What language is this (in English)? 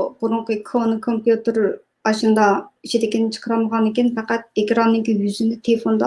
Uyghur